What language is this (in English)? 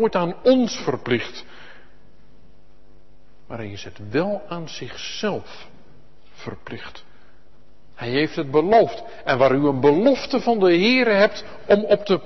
Dutch